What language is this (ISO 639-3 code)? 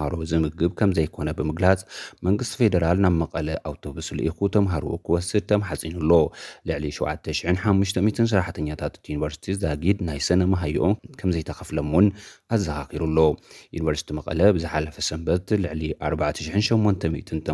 tir